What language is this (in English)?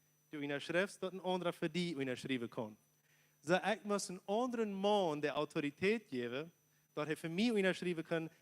Plautdietsch